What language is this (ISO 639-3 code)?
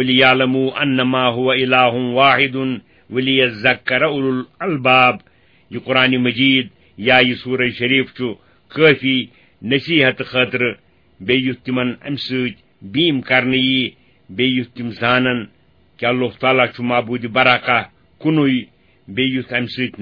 kas